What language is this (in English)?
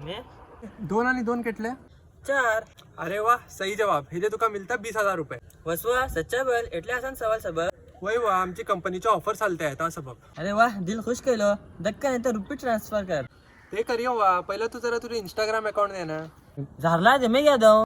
Konkani